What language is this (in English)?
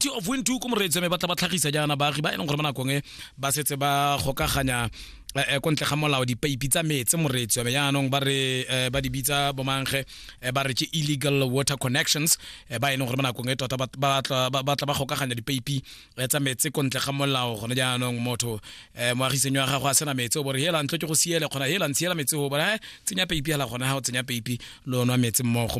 Tswana